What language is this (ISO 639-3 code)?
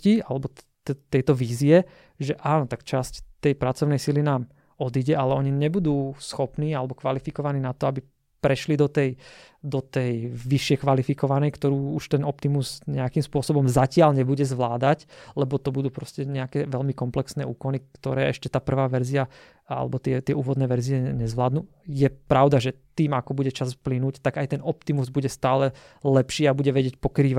slk